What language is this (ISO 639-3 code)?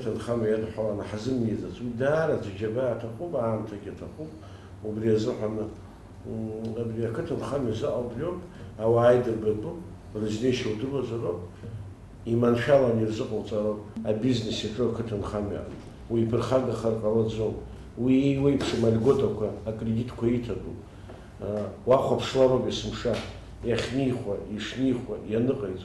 abk